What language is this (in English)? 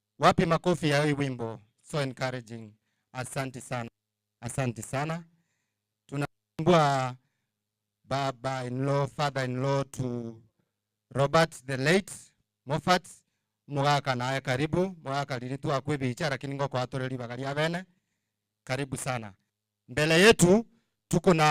Gusii